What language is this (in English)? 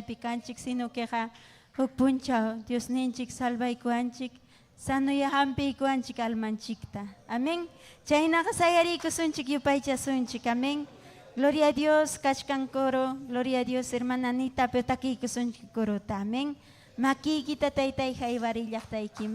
Ayacucho Quechua